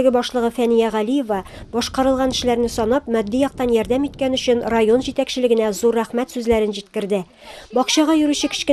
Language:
Tatar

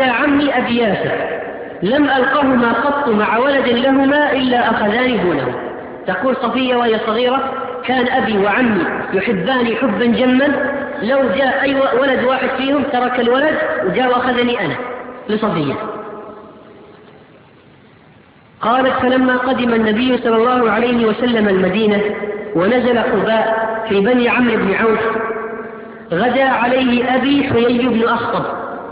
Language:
Arabic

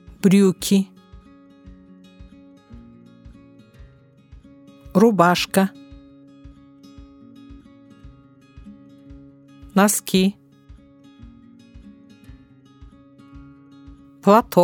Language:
Buriat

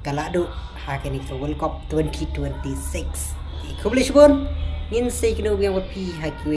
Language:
Khasi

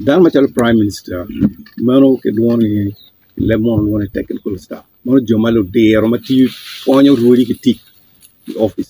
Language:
Acoli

